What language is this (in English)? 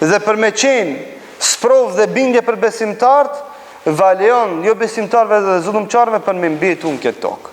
Albanian